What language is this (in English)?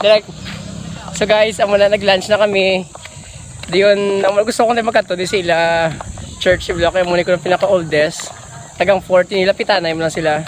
Hiligaynon